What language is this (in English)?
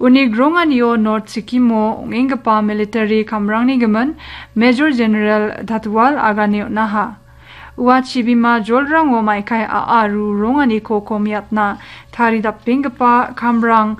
Garo